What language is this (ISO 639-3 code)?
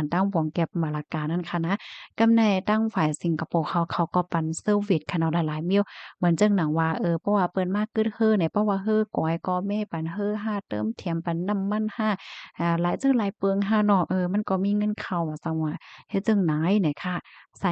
shn